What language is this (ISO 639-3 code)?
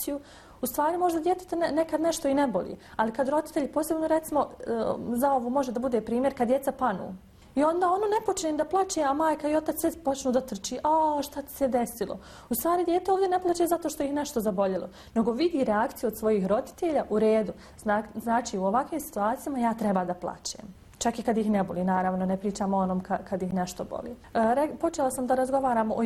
bos